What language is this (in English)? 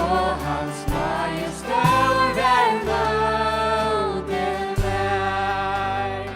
Faroese